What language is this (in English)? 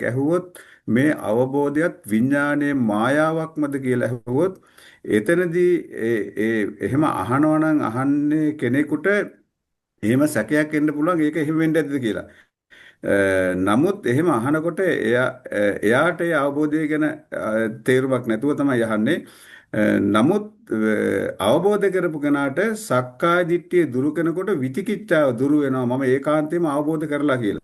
Sinhala